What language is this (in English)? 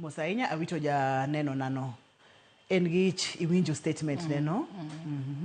Luo (Kenya and Tanzania)